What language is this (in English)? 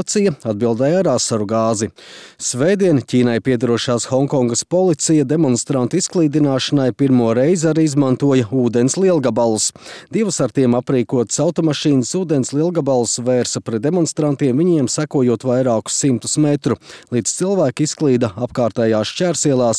Latvian